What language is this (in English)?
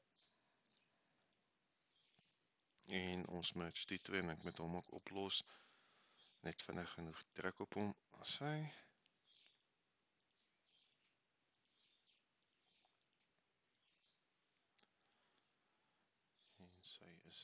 Afrikaans